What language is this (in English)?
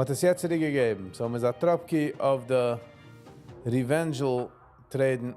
Yiddish